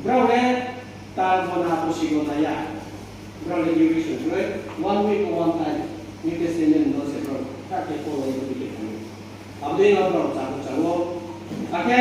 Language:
Riang (India)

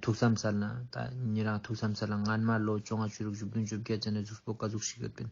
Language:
Ladakhi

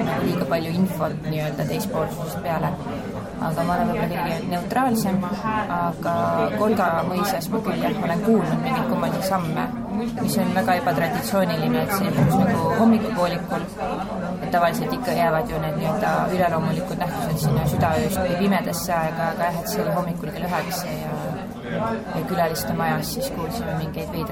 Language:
Estonian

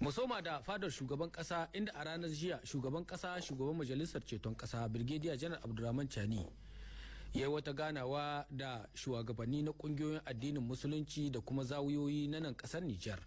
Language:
Hausa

